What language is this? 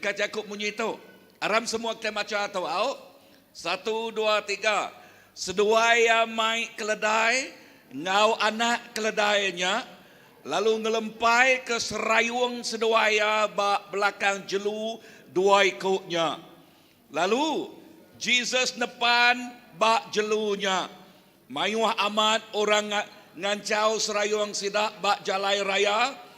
Iban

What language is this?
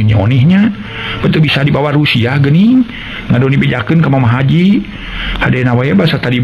Sundanese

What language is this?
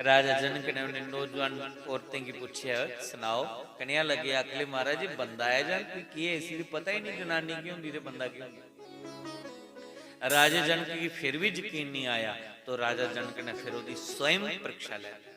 Dogri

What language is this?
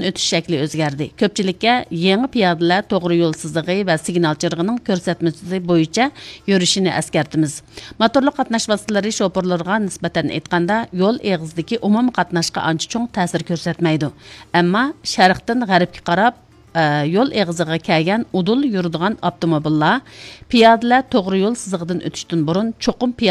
Uyghur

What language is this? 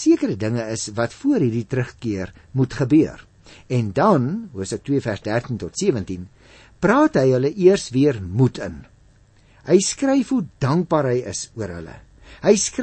Afrikaans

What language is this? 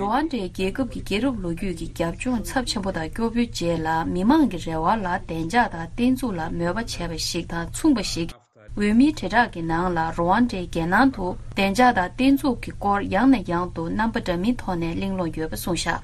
Tibetan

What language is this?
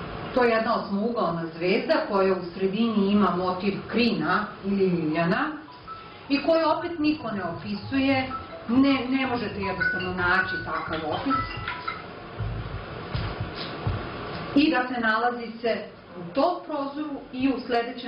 Serbian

